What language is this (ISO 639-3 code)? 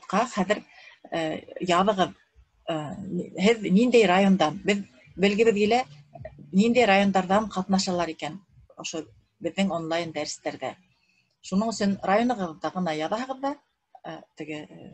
bak